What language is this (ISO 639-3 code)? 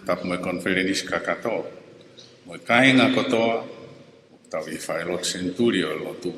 ton